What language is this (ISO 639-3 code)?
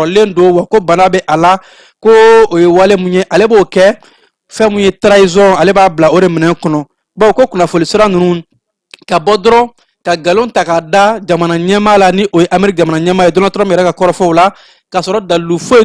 bam